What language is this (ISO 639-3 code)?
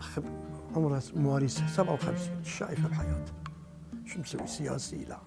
acm